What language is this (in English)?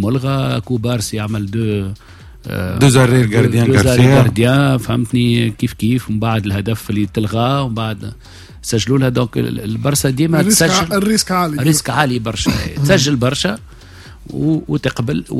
Tunisian Arabic